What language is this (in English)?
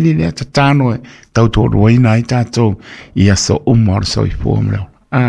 Samoan